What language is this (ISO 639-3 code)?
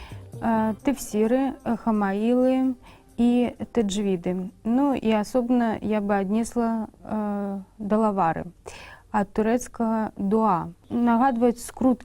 bel